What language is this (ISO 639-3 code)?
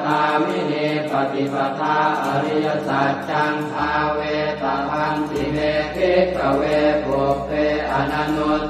pli